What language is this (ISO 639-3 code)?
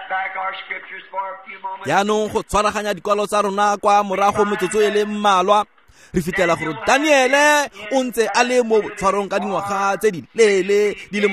tsn